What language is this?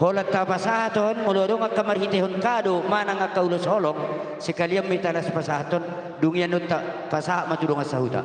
Batak Toba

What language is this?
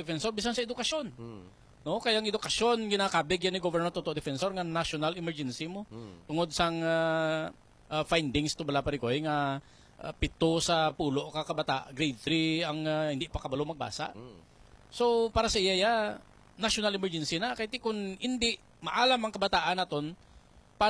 Hiligaynon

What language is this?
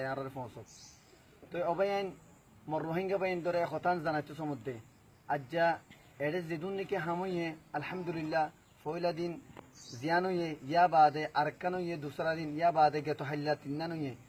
Rohingya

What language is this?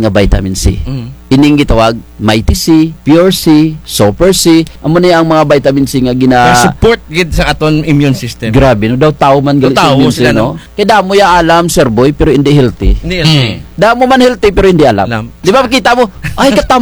Kinaray-a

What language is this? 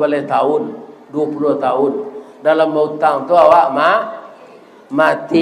Minangkabau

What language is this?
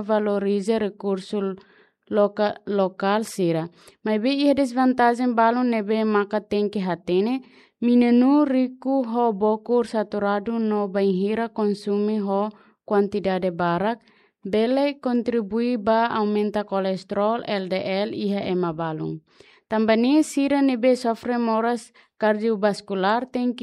Tetum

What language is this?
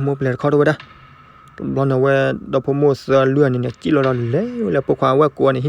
S'gaw Karen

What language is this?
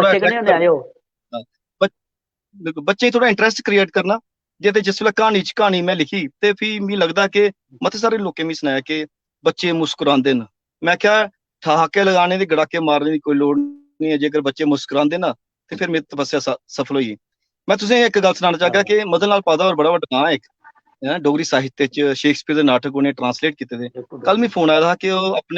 Dogri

